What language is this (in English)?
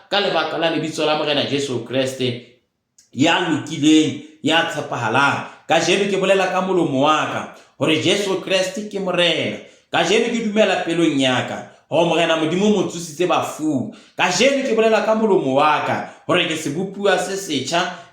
Southern Sotho